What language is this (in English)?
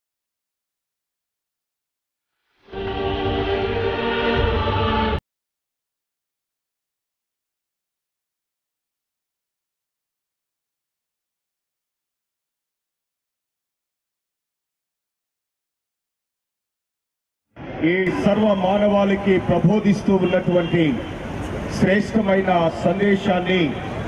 Telugu